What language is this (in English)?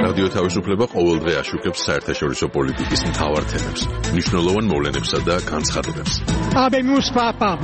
Georgian